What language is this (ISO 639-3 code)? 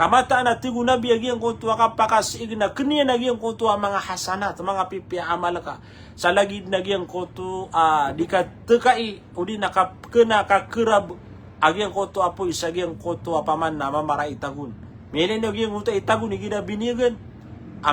mrw